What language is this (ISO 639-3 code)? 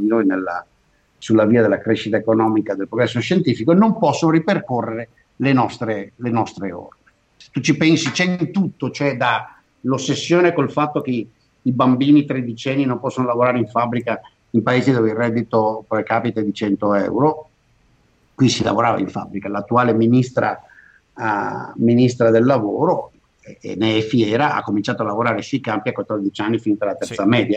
ita